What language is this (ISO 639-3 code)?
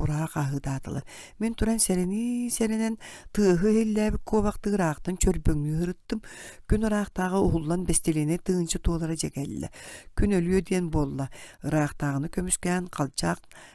sah